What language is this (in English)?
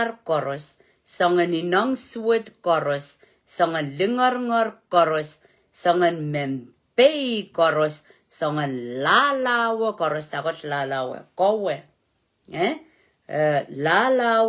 Pohnpeian